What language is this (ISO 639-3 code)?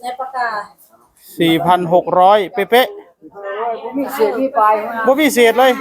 tts